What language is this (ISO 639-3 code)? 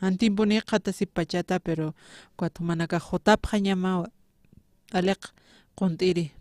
aym